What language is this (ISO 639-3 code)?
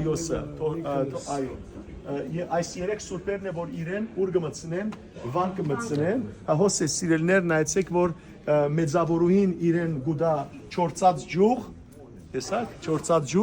hyw